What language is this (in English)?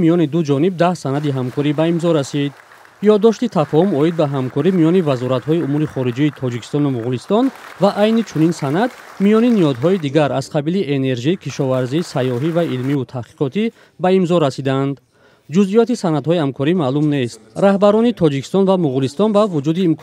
Tajik